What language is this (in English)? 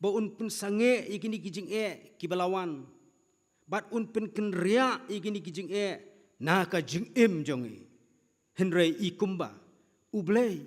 Khasi